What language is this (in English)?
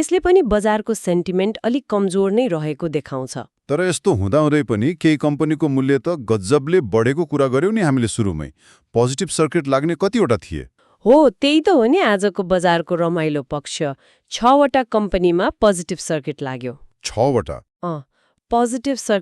Nepali